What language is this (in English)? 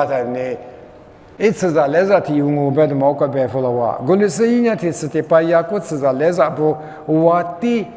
Lisu